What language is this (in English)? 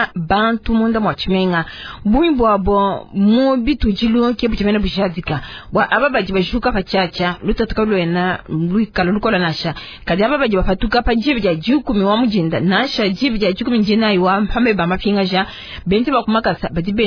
Luba-Lulua